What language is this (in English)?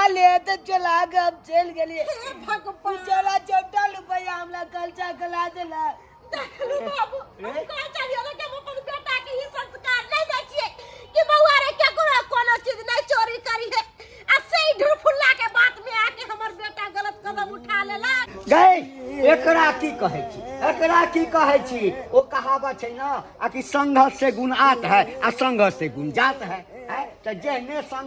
Maithili